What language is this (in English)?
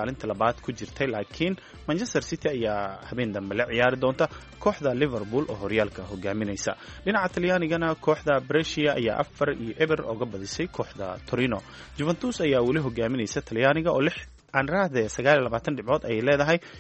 Somali